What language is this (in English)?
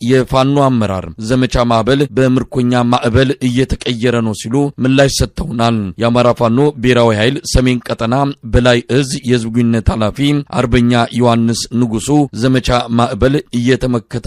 Amharic